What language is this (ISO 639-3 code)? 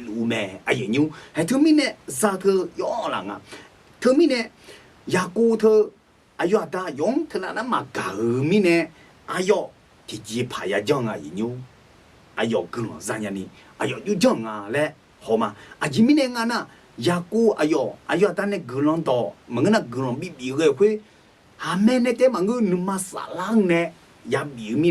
ahk